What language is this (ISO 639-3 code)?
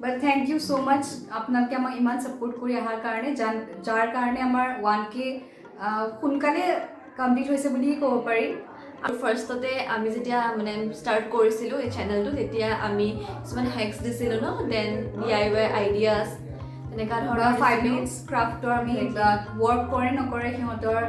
asm